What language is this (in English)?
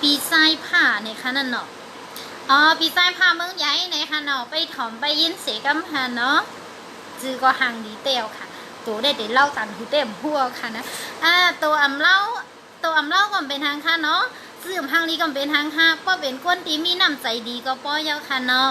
Shan